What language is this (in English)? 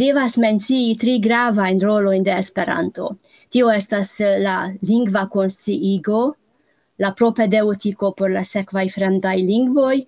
Esperanto